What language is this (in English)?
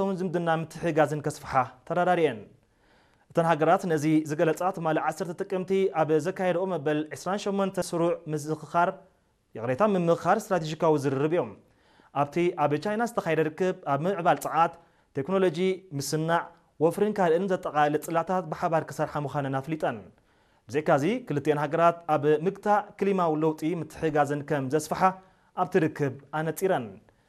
Tigrinya